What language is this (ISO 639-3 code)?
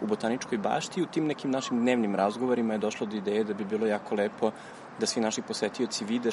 srp